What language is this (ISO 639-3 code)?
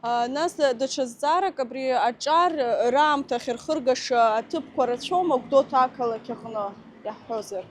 abk